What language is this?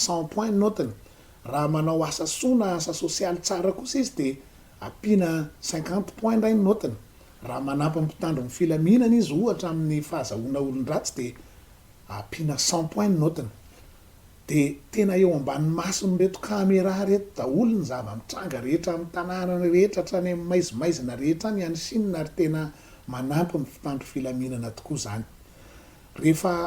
Malagasy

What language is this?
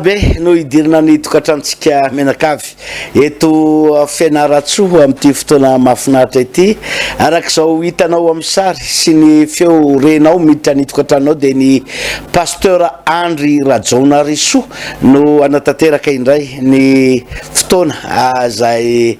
Malagasy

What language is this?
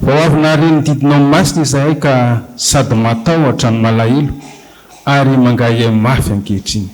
Malagasy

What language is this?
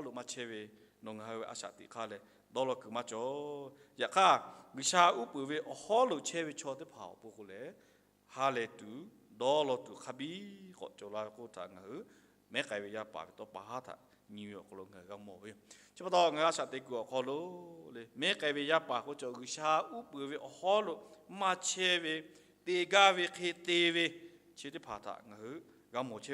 Lahu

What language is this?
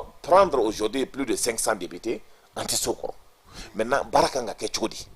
Bambara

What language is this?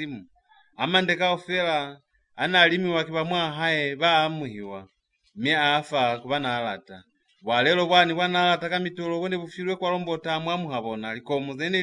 Lozi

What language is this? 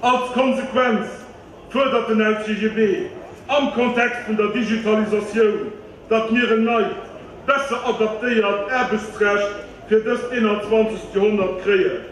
Luxembourgish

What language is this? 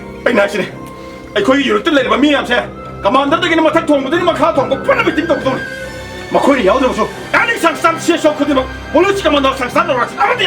Manipuri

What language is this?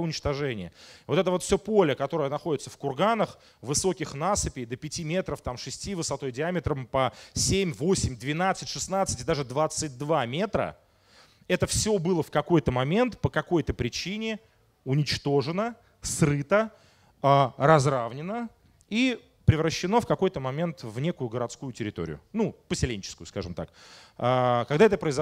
Russian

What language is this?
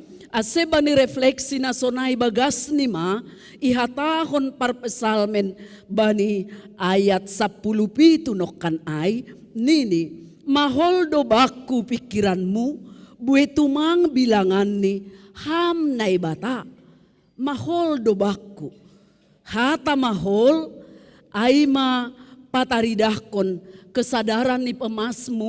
Batak Simalungun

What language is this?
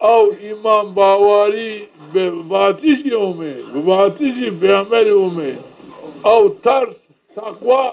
Zaza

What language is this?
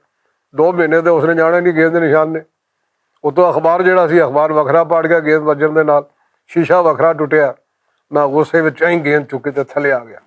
Western Panjabi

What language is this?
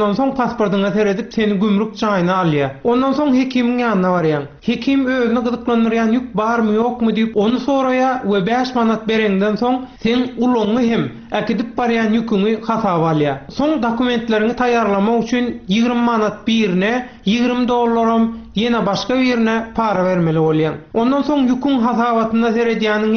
Turkmen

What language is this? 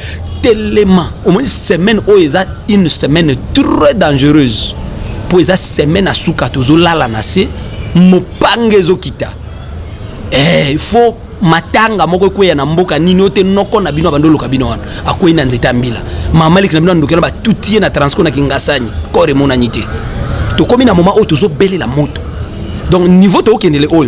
Lingala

